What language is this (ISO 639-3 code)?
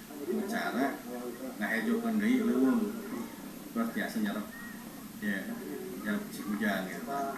sun